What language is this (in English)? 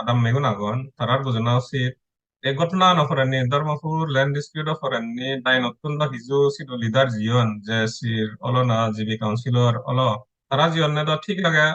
Chakma